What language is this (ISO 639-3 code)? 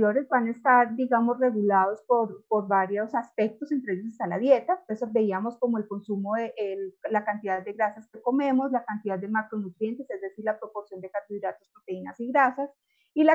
spa